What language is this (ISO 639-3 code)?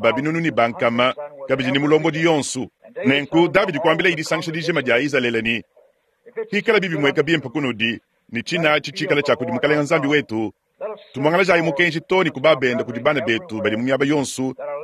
lua